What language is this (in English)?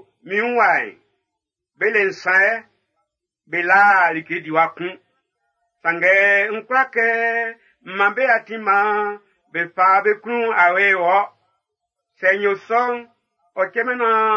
Baoulé